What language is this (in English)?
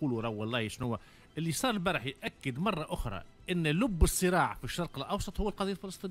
Tunisian Arabic